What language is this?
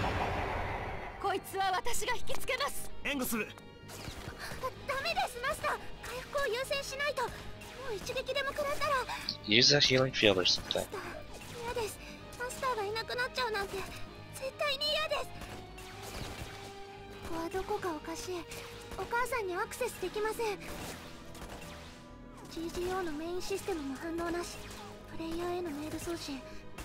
Japanese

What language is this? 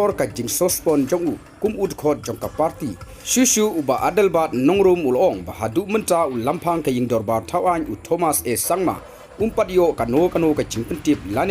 Khasi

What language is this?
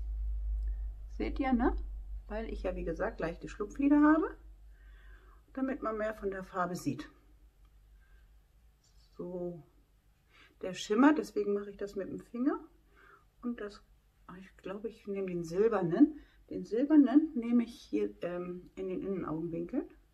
German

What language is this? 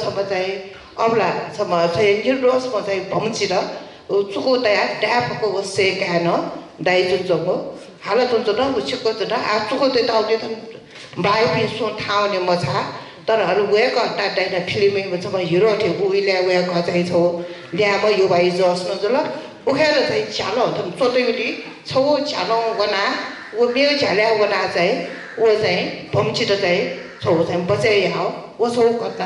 Newari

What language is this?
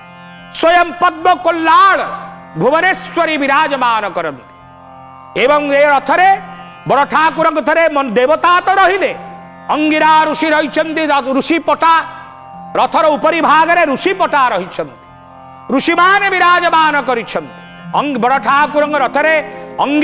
Odia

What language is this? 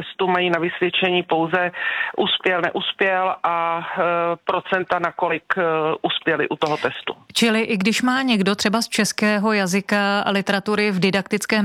Czech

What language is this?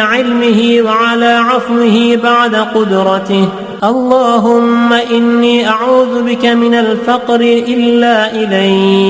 Arabic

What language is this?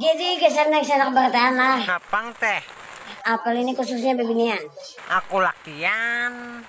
Banjar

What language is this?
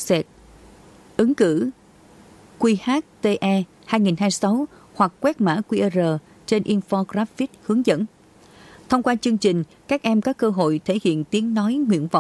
Vietnamese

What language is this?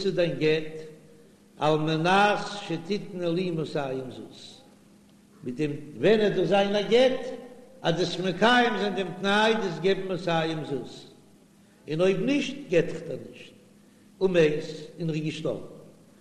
Yiddish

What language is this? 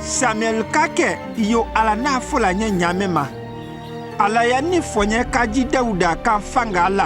Konyanka Maninka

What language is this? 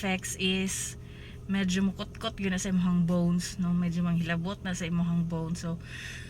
Cebuano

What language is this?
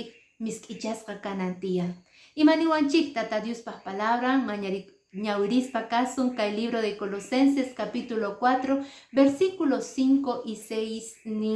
Quechua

